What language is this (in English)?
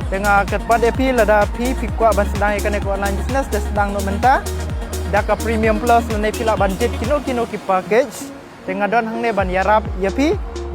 Khasi